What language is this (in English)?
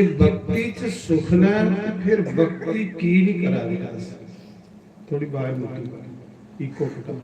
Dogri